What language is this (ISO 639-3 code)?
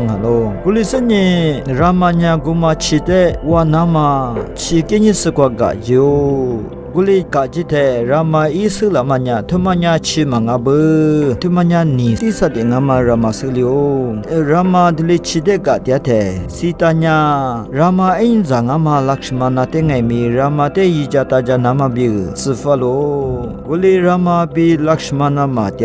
lis